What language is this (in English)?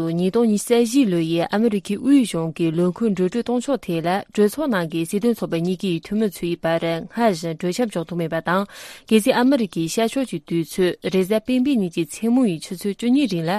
Tibetan